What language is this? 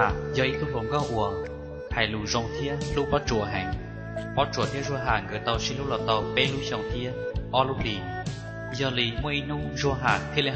Hmong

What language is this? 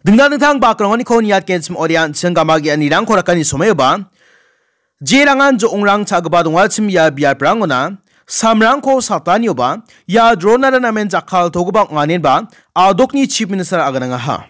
Garo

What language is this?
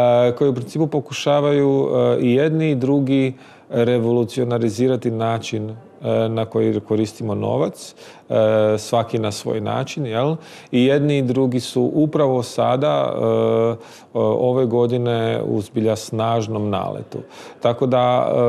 Croatian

